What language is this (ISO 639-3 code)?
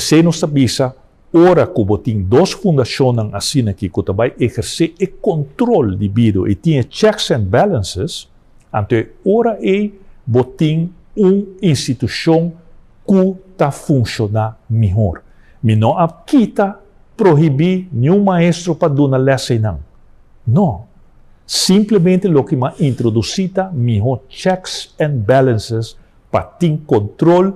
pap